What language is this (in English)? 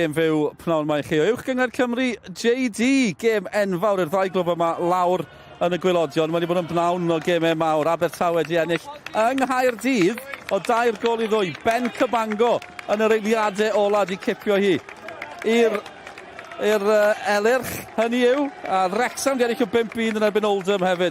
Welsh